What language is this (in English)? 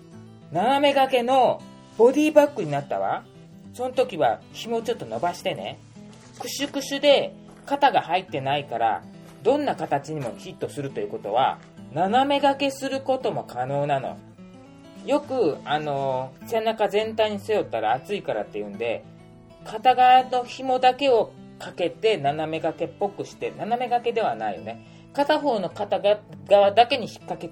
Japanese